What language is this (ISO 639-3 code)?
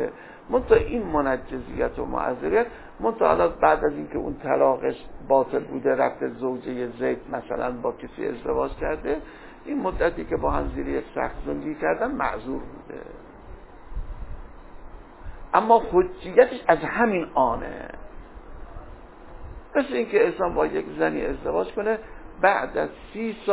fas